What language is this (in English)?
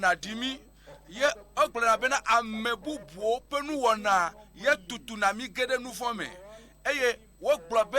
Ewe